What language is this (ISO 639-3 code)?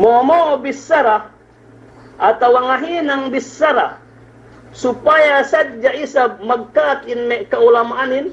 yka